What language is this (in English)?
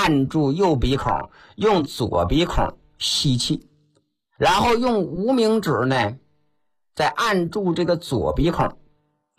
Chinese